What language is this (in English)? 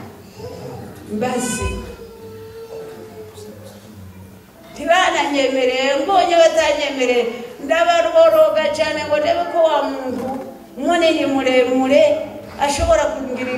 Kinyarwanda